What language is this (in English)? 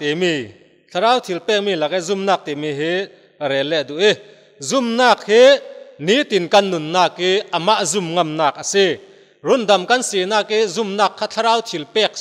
Falam Chin